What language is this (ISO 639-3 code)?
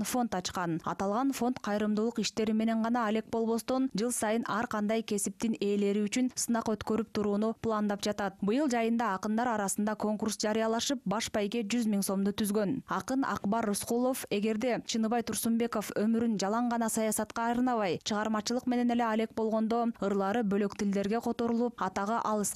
kir